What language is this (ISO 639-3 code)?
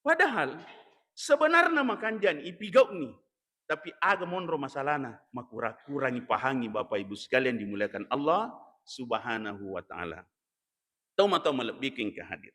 bug